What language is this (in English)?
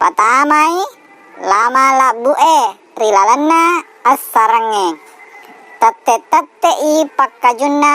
Buginese